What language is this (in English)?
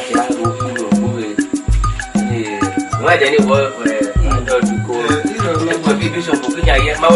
Esan